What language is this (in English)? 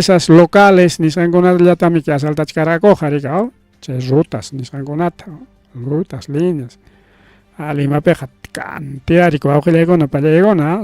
Ayacucho Quechua